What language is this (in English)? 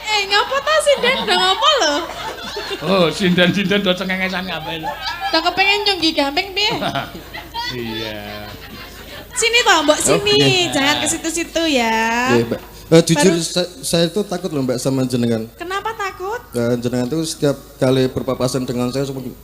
Javanese